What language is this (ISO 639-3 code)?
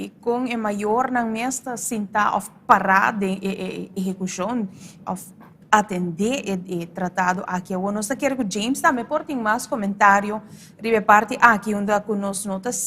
pap